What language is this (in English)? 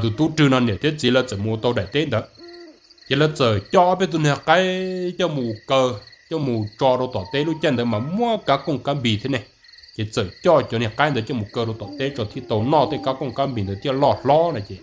Hmong